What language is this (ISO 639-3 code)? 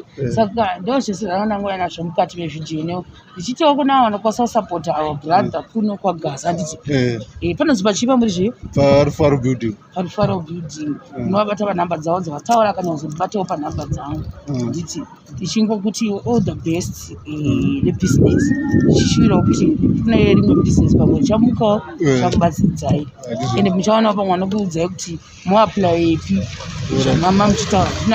sna